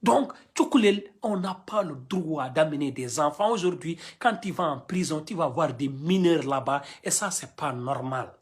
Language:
Fula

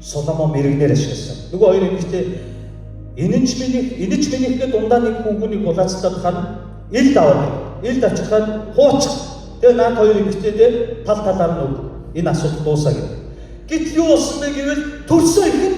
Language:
Mongolian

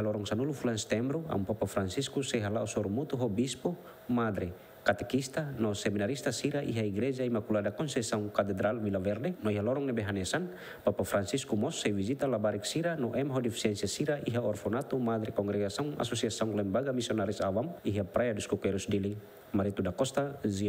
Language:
Tetum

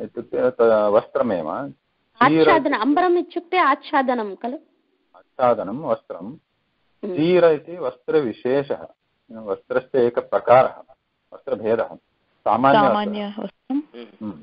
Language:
Sanskrit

